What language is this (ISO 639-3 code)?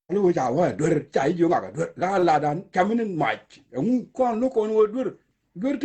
nus